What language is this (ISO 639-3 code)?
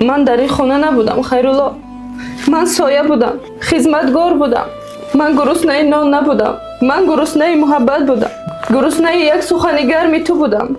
tgk